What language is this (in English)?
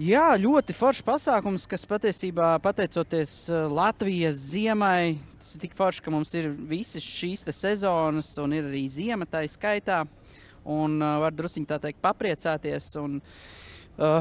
Latvian